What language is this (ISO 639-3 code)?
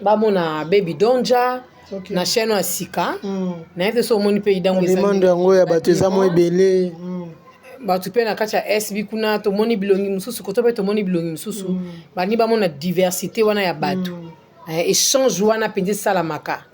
lin